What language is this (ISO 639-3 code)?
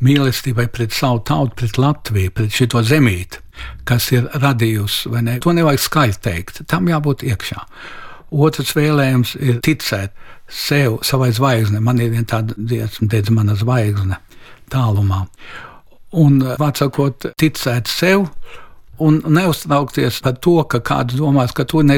lav